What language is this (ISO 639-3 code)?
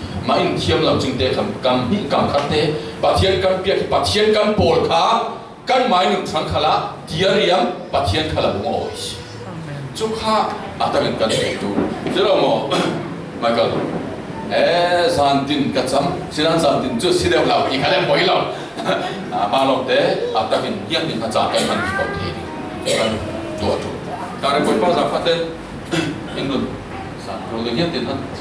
cfm